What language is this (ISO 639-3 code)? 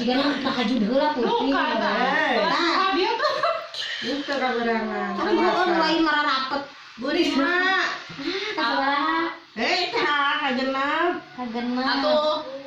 sun